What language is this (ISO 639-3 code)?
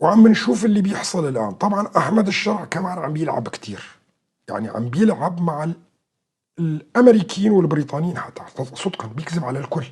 apc